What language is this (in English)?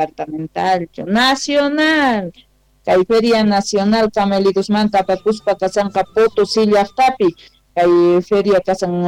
South Bolivian Quechua